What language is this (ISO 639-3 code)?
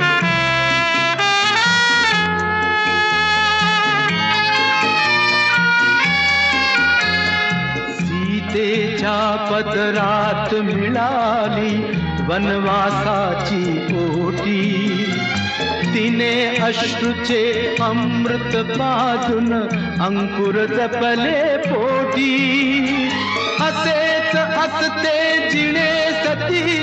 mar